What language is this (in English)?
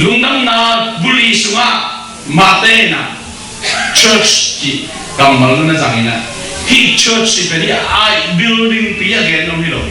Tedim Chin